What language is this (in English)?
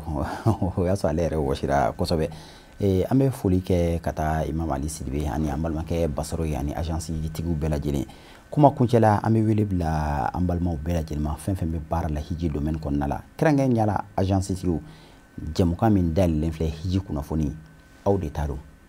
Bambara